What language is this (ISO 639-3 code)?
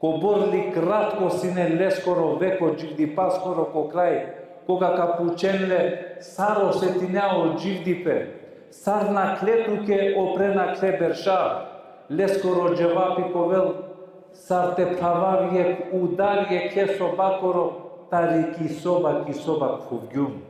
rmn